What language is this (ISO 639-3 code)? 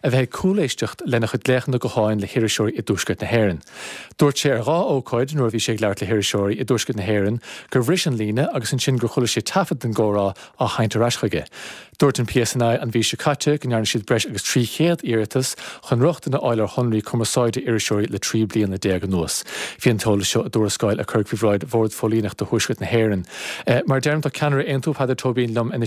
gle